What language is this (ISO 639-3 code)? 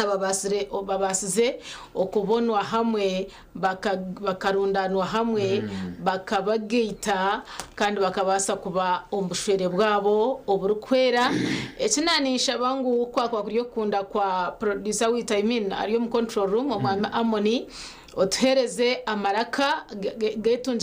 nyn